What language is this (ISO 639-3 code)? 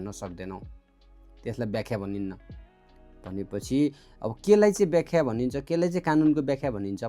nep